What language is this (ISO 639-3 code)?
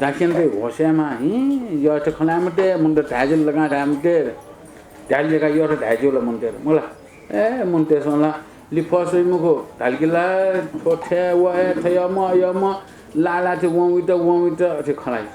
new